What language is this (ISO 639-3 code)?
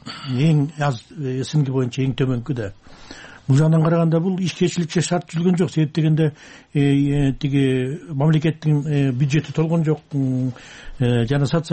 kir